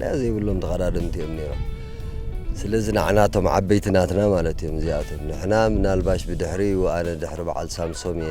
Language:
Tigrinya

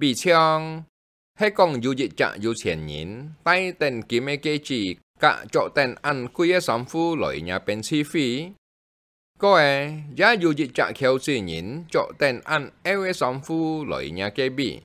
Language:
Hakka Chinese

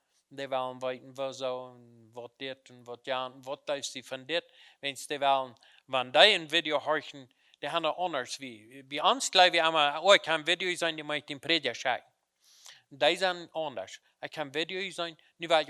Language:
Plautdietsch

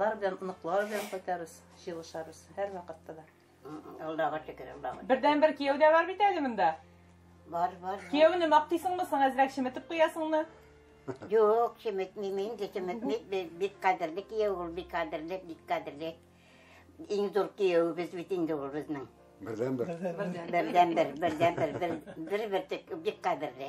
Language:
Tatar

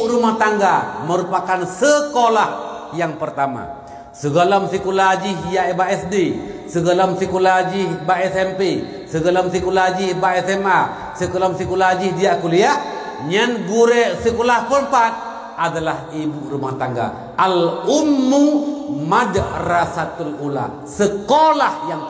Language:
Achinese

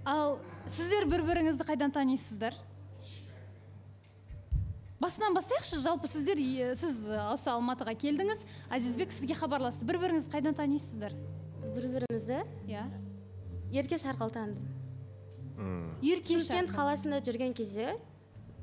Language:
Kazakh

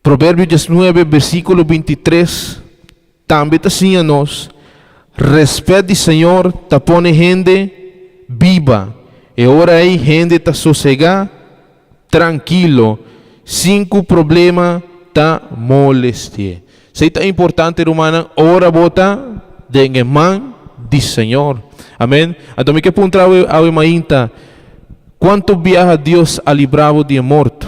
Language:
Papiamento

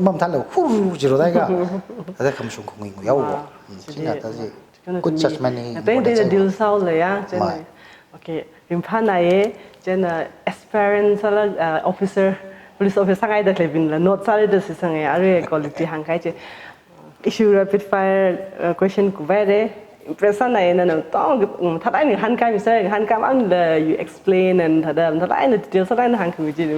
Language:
Tangkhul Naga (India)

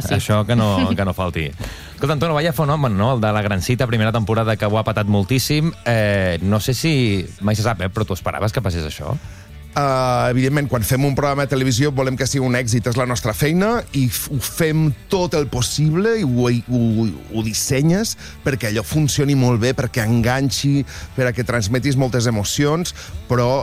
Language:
Catalan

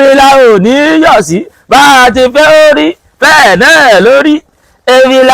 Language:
Yoruba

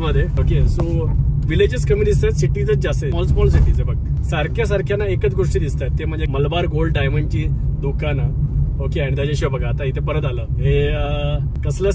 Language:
Marathi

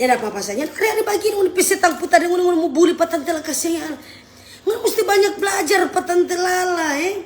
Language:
Manado Malay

